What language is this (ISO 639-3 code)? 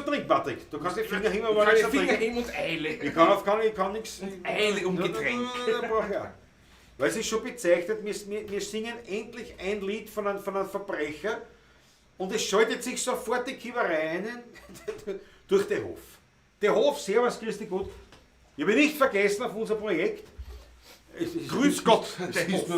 bar